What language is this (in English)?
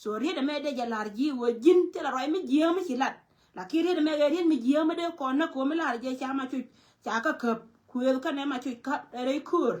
Nuer